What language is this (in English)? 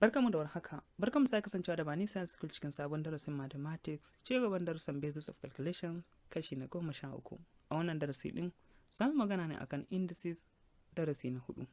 Hausa